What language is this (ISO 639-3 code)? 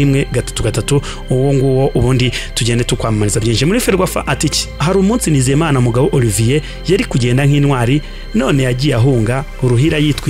kin